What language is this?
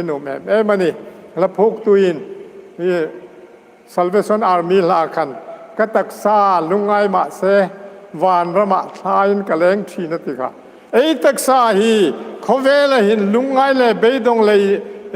Hmar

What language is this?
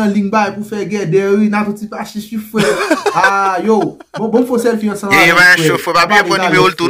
Haitian Creole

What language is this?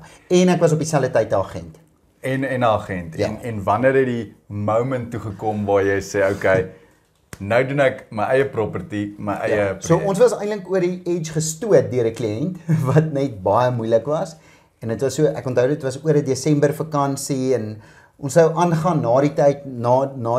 Afrikaans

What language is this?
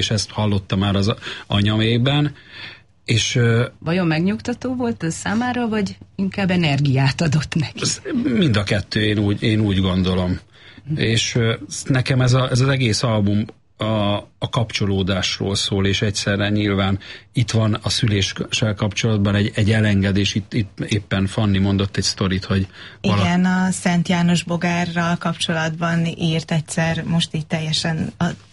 Hungarian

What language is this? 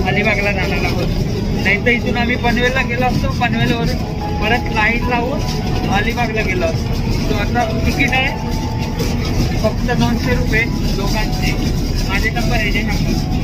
Marathi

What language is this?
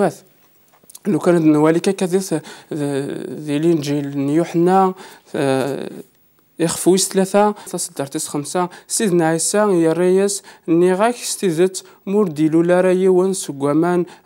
Kabyle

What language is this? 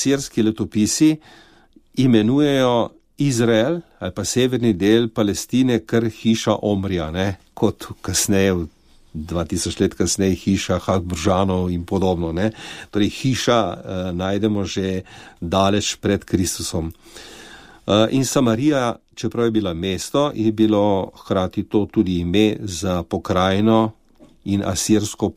Slovenian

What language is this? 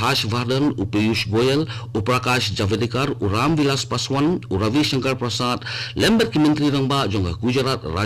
Khasi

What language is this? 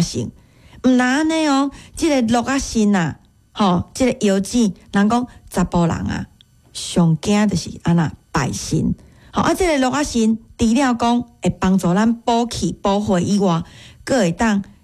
Min Nan Chinese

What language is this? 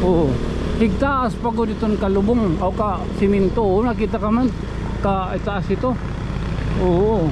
Waray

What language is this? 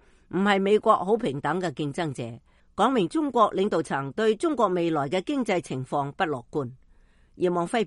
Cantonese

